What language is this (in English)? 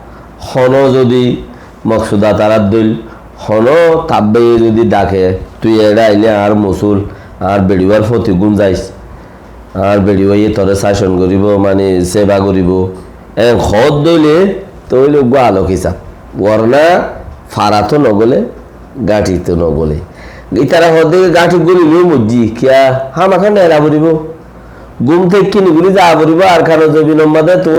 Rohingya